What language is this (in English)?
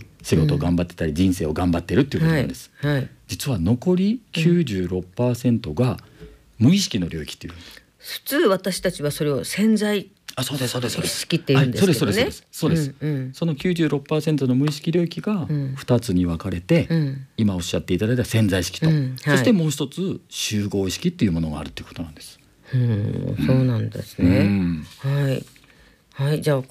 Japanese